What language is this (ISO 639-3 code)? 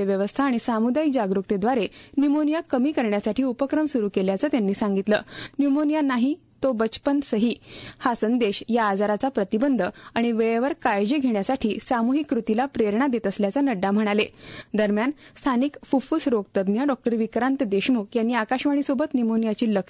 mar